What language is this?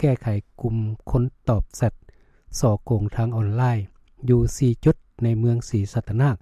Lao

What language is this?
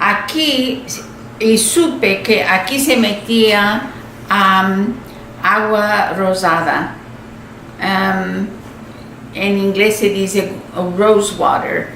Ladino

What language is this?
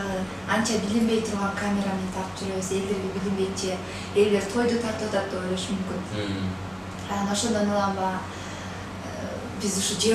Kyrgyz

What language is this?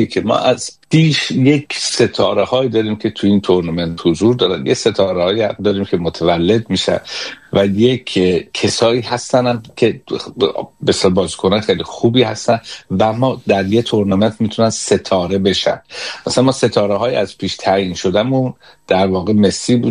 Persian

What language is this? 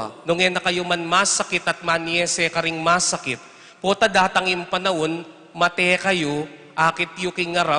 Pampanga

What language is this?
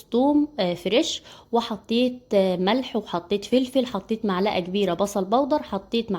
Egyptian Arabic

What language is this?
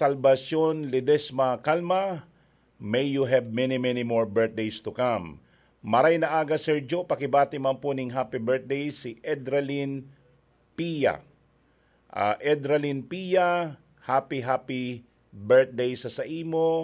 Bikol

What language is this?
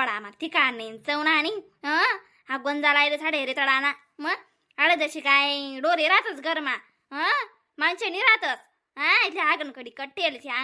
Khandesi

